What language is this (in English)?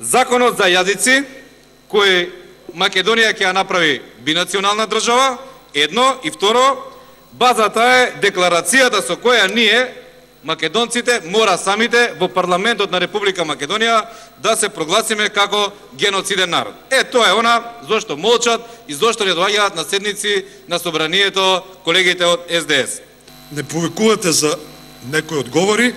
Macedonian